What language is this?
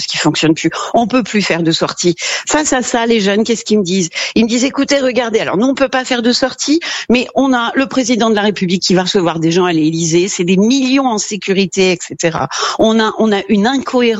French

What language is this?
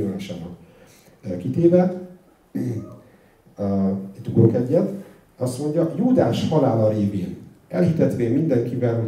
Hungarian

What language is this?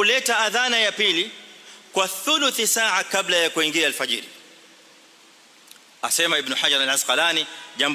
Swahili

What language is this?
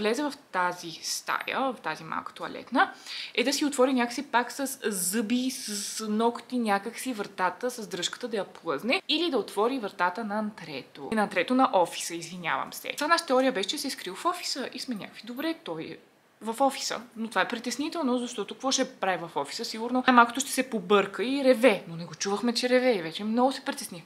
Bulgarian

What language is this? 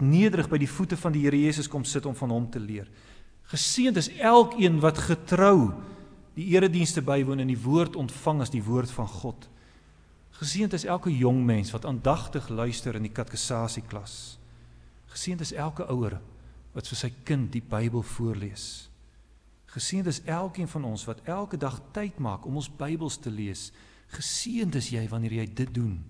Afrikaans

